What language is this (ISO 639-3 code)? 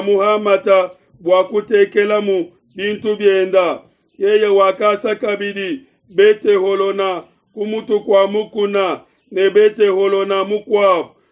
lua